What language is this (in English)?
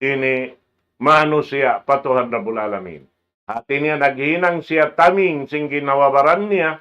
Tausug